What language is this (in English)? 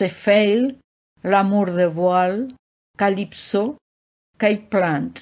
Esperanto